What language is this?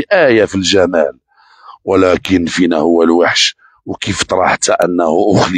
Moroccan Arabic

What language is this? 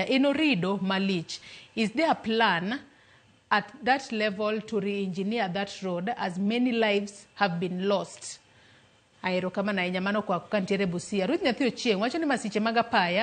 Luo (Kenya and Tanzania)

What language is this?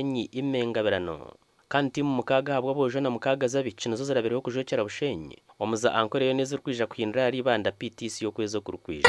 Nyankole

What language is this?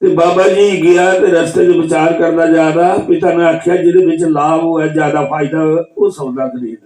Dogri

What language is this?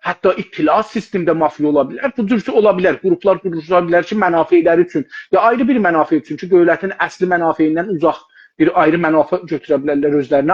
South Azerbaijani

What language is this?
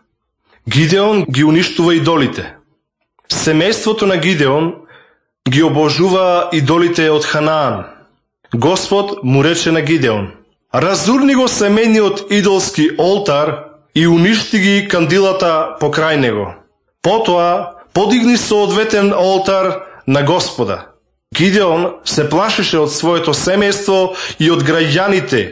Macedonian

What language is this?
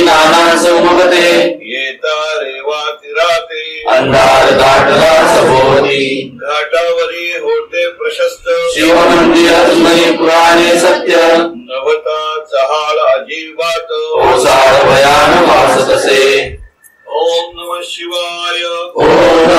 Marathi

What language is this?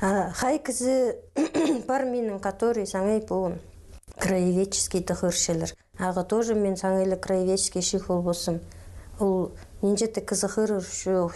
Khakas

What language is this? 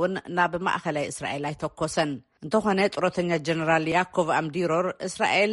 Tigrinya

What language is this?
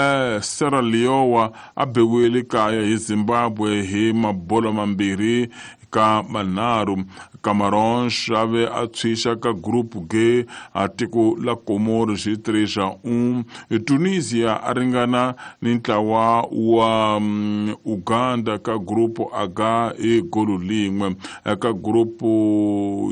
Tsonga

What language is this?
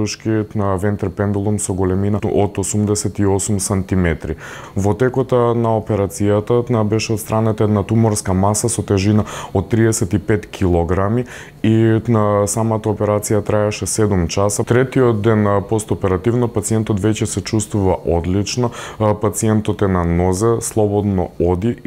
Macedonian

